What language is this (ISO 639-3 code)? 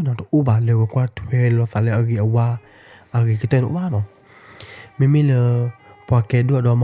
ksw